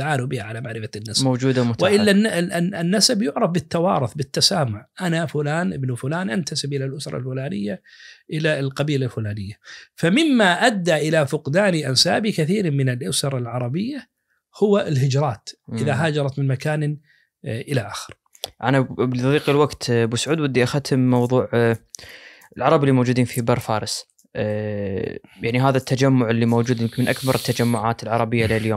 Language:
Najdi Arabic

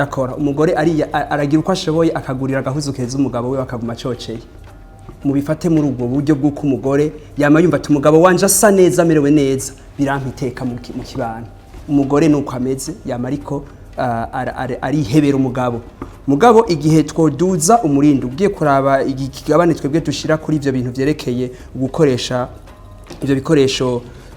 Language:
Rundi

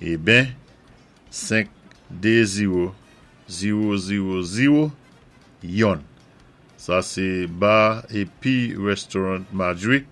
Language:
Saint Lucian Creole French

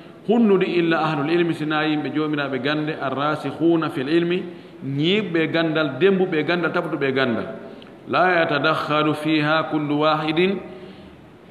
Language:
Fula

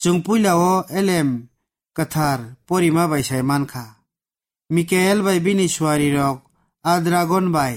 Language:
Kok Borok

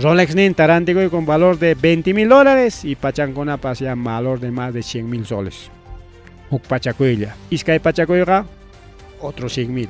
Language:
Ayacucho Quechua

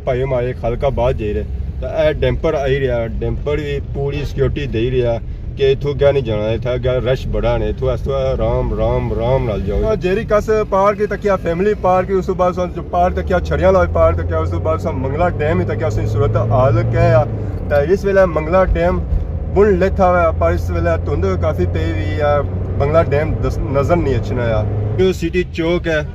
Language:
Pahari-Potwari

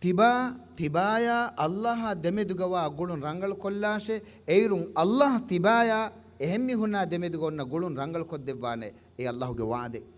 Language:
Divehi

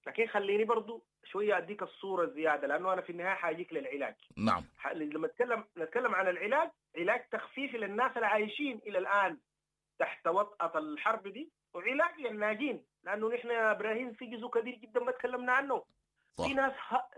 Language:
Sudanese Arabic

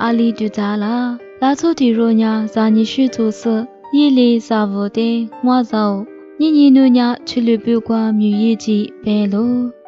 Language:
Lisu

